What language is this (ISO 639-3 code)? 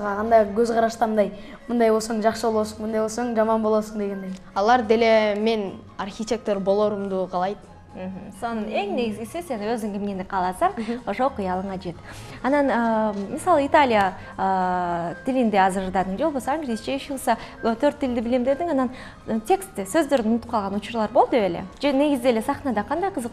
kir